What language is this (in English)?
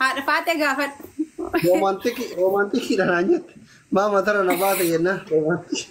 Oromo